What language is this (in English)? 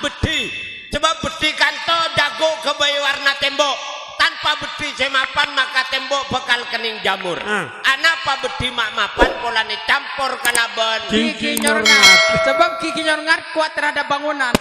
Madurese